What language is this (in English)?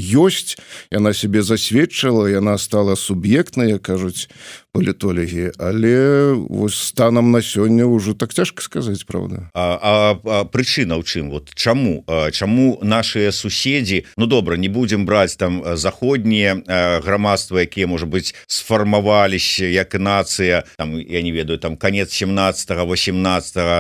Belarusian